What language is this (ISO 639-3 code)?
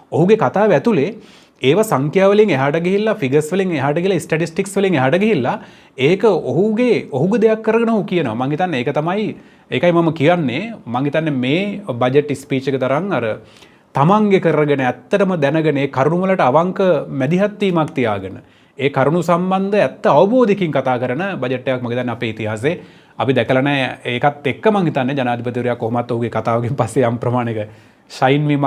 sin